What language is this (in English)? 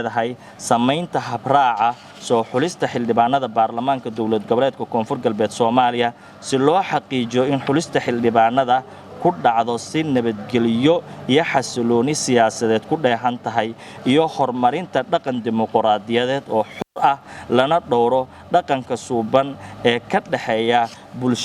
Somali